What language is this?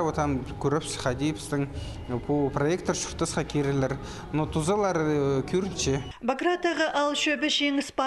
Khakas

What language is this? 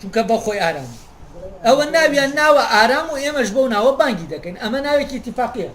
Central Kurdish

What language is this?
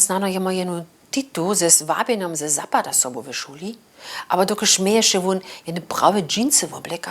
Upper Sorbian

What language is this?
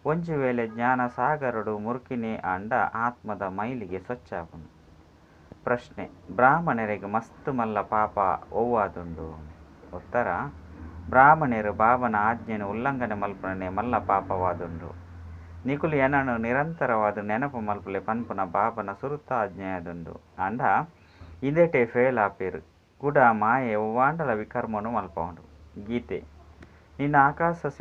Tulu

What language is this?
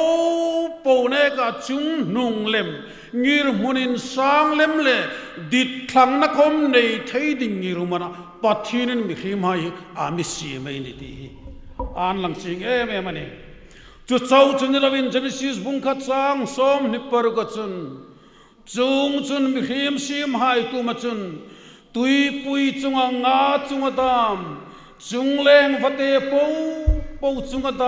Hmar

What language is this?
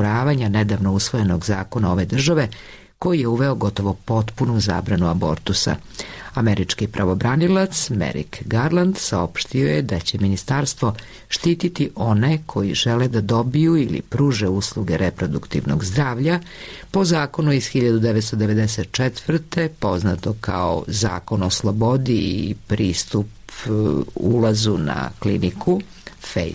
Serbian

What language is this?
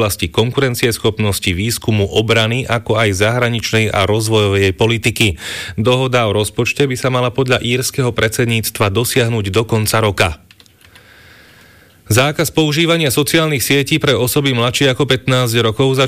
Slovak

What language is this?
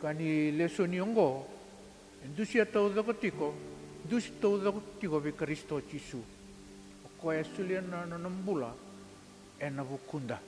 Fijian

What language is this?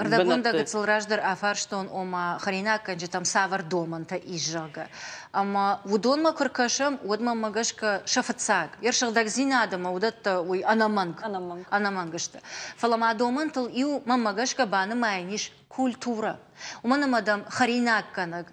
Ossetic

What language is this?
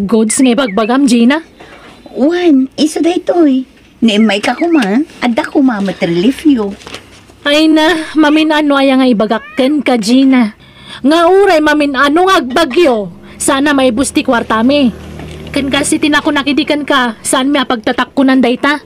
Iloko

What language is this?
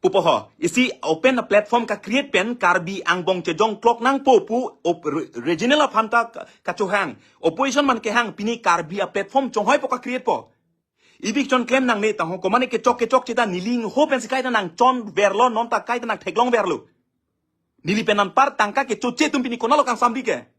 Karbi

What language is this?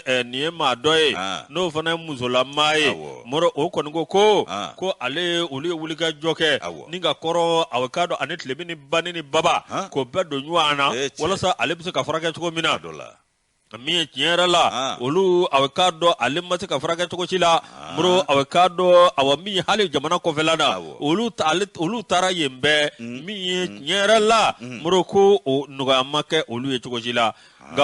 Bambara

